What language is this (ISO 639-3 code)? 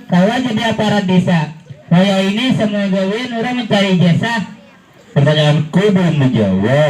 bjn